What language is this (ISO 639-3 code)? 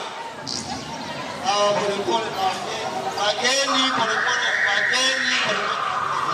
swa